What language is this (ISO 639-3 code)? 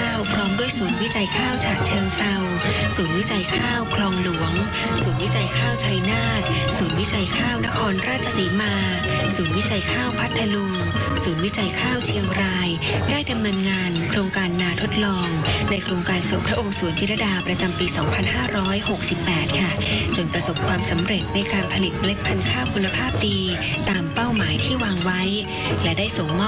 tha